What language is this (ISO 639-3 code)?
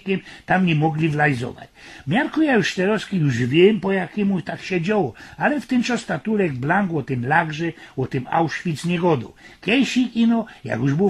szl